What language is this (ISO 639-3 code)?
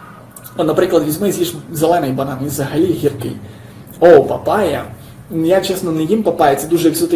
ukr